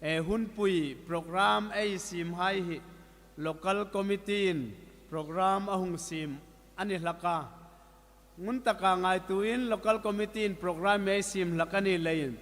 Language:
Hmar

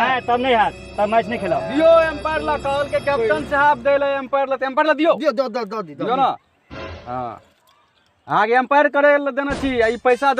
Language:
Maithili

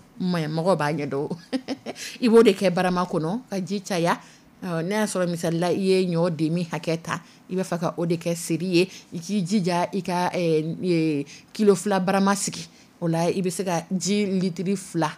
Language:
Dyula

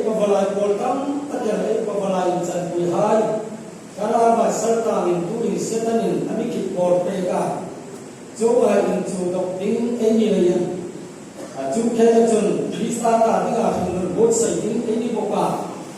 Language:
Hmar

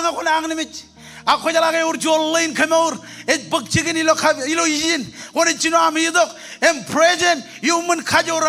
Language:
Marshallese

